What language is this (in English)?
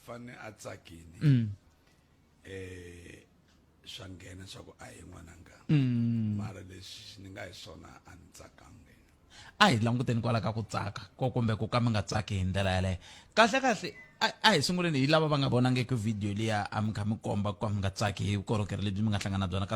Tsonga